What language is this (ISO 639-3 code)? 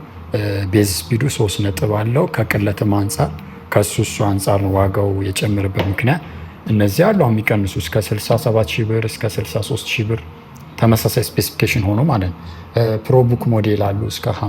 amh